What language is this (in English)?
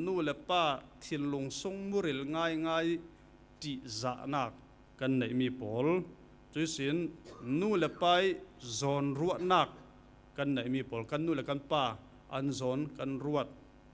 Falam Chin